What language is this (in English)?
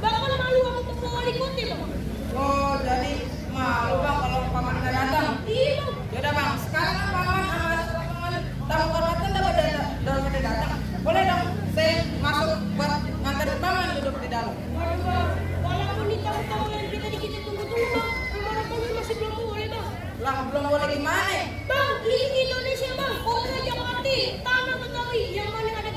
Betawi